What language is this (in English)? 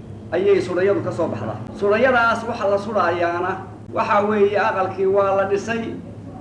Somali